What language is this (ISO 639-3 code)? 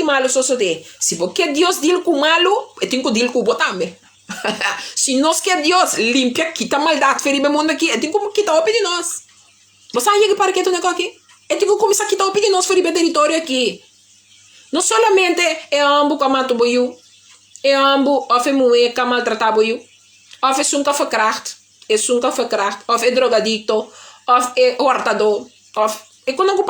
pap